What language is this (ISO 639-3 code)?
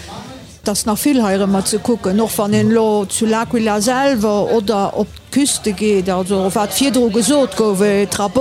ltz